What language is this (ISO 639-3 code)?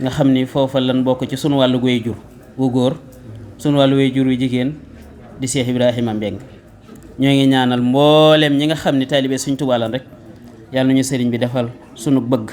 wol